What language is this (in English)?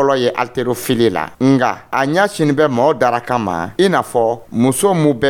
Dyula